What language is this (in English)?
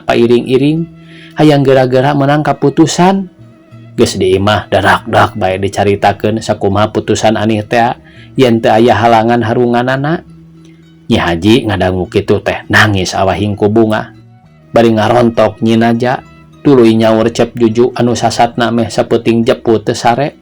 Sundanese